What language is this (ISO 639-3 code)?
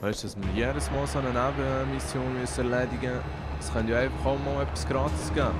gsw